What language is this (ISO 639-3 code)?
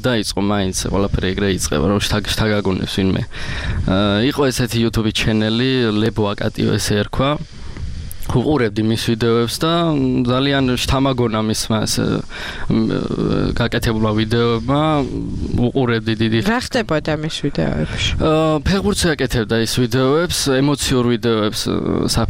kat